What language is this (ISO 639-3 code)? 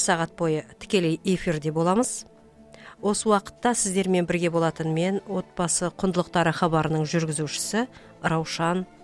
kaz